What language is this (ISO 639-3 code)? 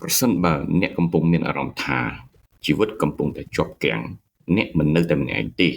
khm